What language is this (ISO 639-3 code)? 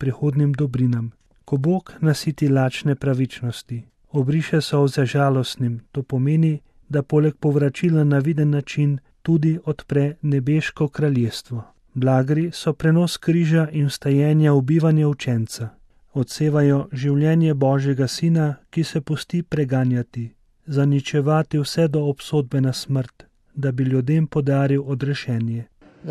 slv